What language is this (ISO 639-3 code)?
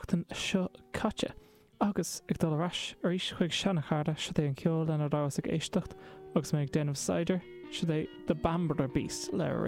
gle